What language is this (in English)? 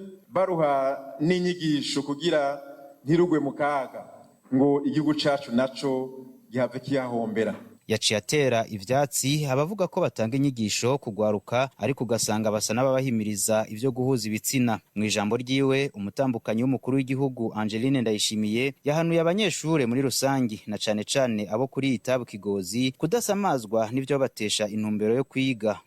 Rundi